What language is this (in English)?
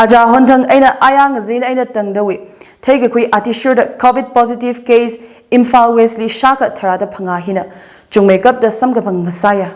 Tangkhul Naga (India)